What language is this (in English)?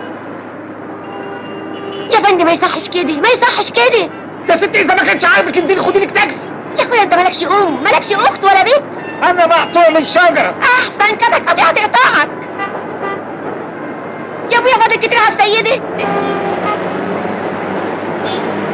Egyptian Arabic